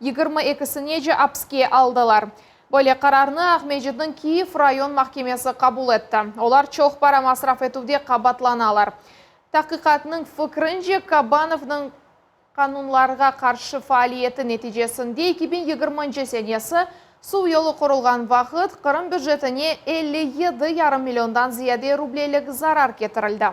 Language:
Crimean Tatar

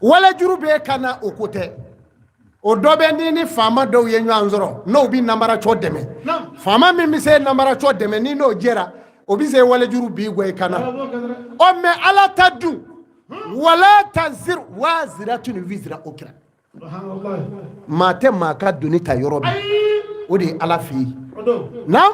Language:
Bambara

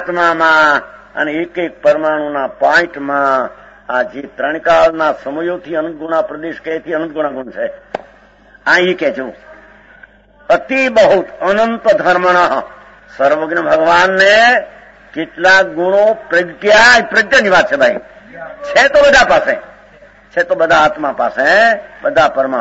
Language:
Gujarati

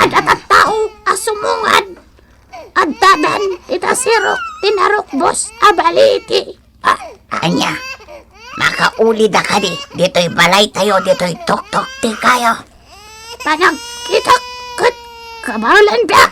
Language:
Iloko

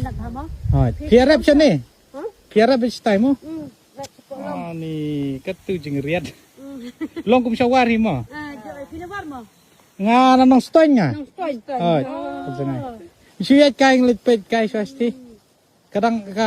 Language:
Khasi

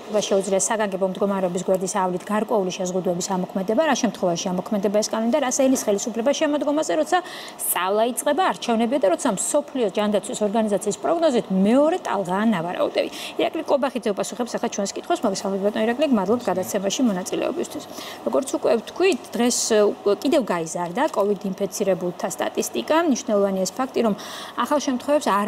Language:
Georgian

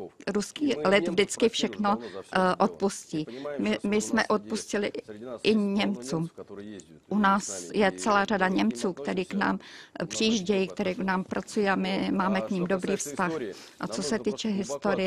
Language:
Czech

